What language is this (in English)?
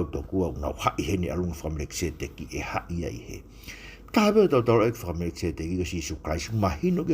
Tongan